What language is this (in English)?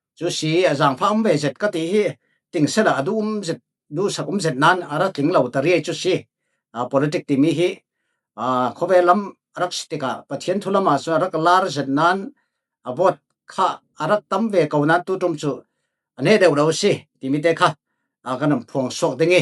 Falam Chin